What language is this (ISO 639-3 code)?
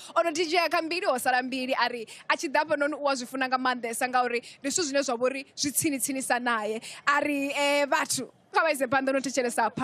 ven